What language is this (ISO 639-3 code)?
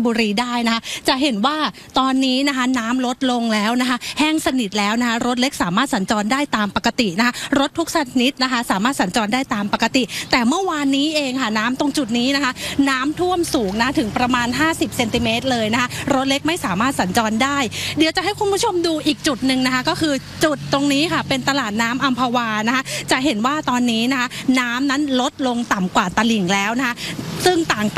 tha